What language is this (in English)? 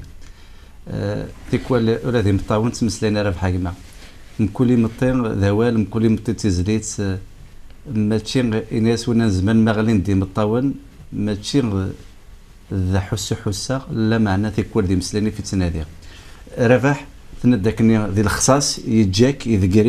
Kabyle